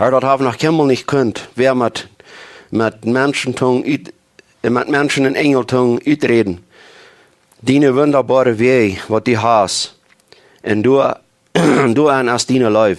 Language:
Plautdietsch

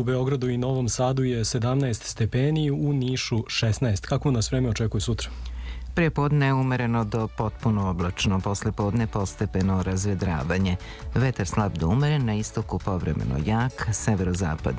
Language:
Serbian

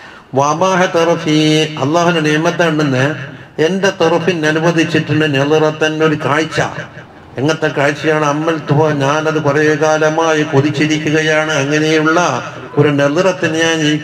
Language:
Malayalam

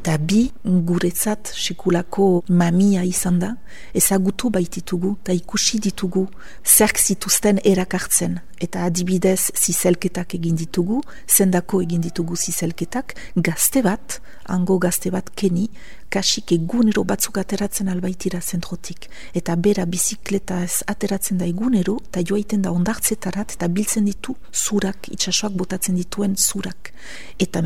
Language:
Basque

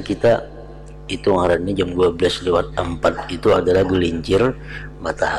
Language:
Banjar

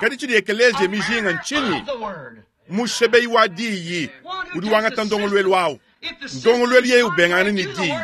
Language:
Luba-Lulua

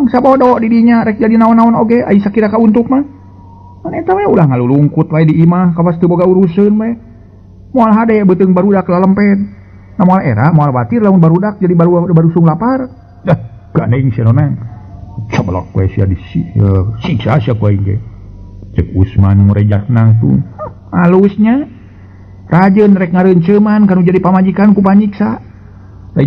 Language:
Sundanese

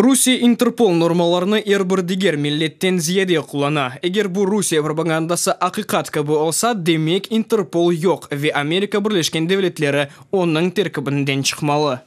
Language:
Crimean Tatar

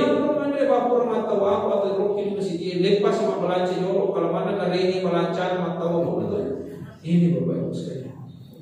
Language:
Buginese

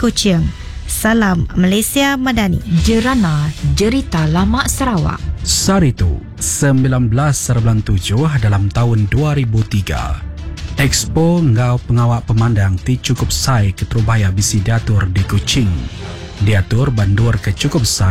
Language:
Iban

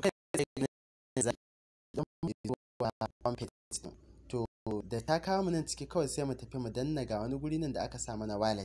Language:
Hausa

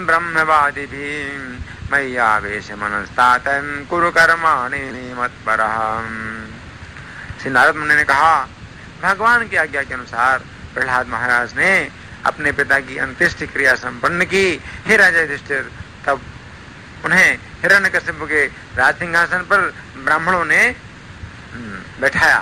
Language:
Hindi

